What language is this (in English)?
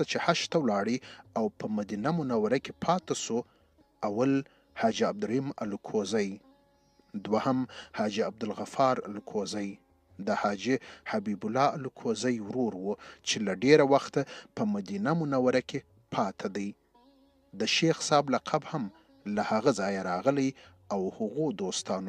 Pashto